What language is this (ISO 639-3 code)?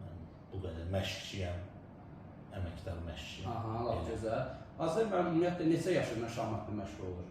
aze